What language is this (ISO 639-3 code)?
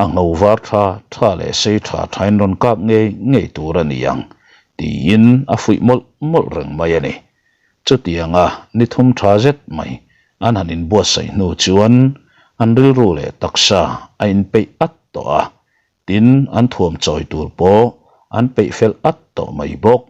lus